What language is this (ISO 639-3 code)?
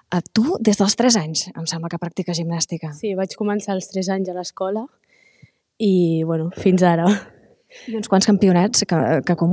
cat